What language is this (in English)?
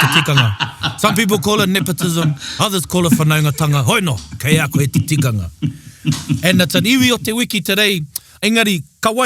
Māori